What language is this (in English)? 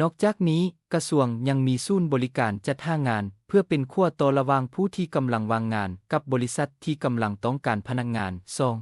Lao